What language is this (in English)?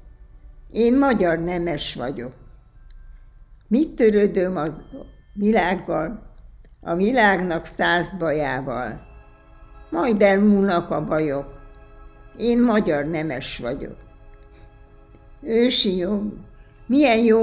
Hungarian